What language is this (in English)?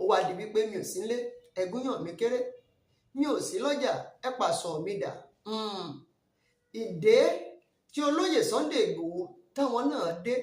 Yoruba